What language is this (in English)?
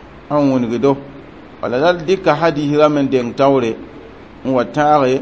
Mossi